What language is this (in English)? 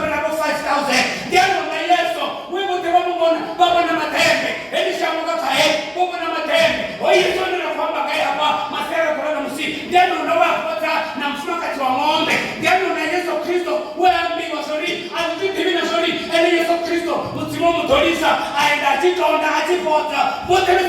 Venda